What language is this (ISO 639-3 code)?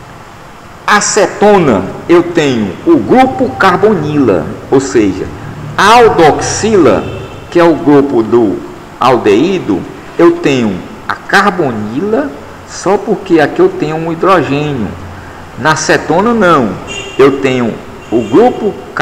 por